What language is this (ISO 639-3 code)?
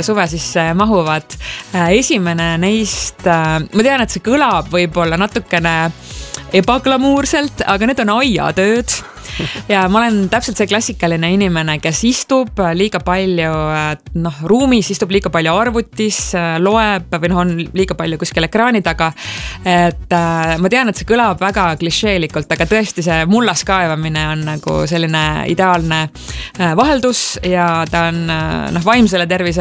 est